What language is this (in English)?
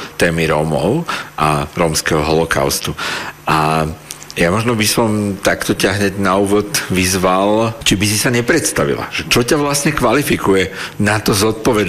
Slovak